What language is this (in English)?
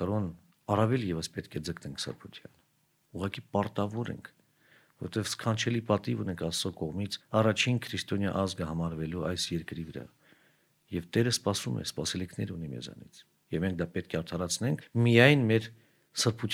Armenian